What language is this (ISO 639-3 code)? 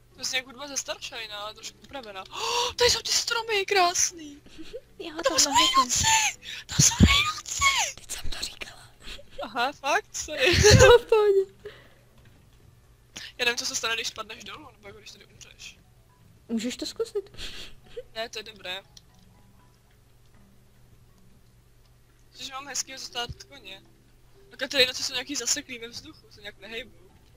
ces